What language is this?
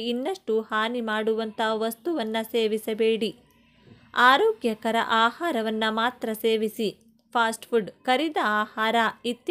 Kannada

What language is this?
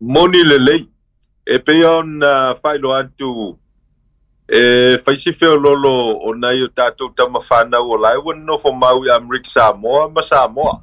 Samoan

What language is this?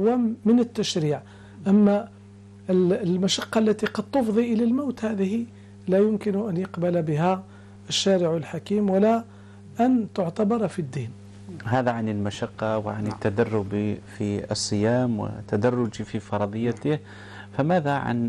Arabic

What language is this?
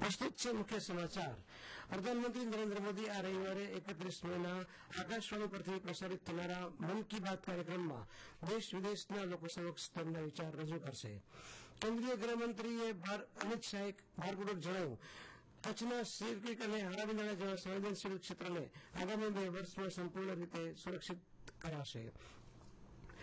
Gujarati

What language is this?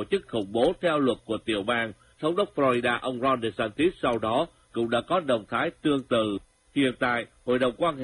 Vietnamese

